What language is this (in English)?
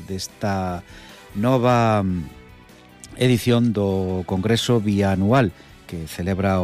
Galician